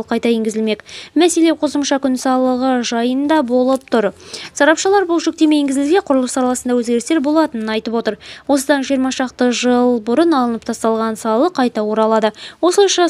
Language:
Kazakh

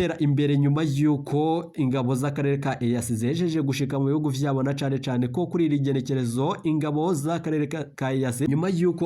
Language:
Rundi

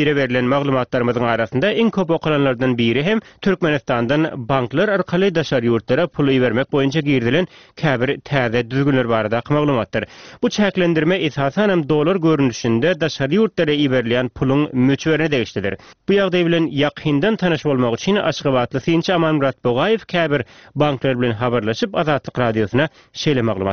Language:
Turkmen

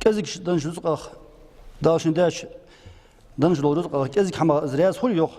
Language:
Ingush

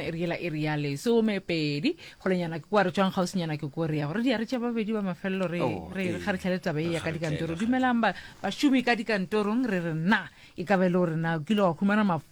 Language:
Northern Sotho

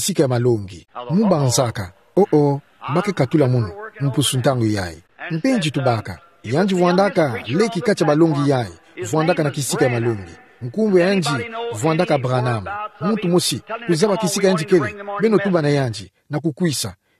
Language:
Kituba (Democratic Republic of Congo)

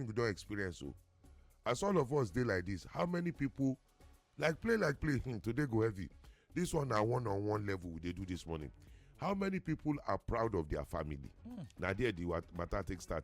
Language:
Nigerian Pidgin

